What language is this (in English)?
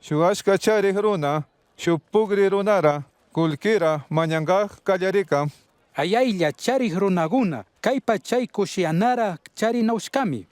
Chimborazo Highland Quichua